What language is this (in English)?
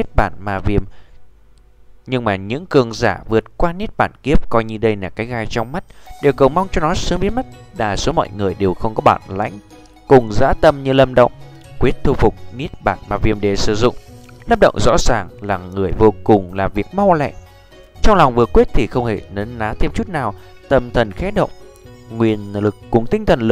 Vietnamese